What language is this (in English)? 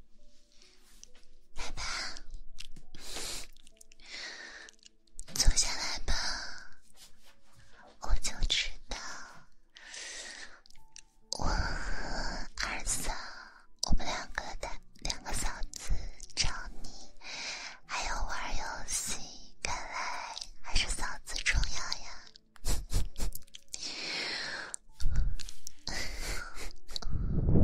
Chinese